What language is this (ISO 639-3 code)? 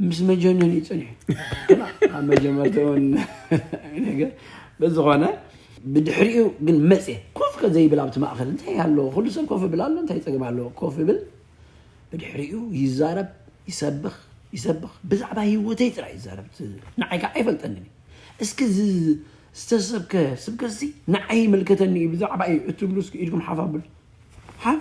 tir